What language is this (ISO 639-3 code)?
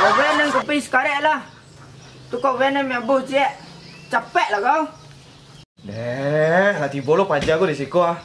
min